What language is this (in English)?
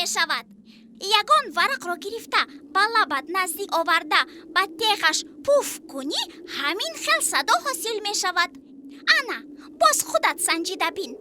Tajik